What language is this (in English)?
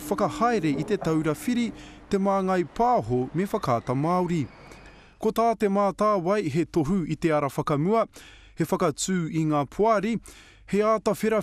Māori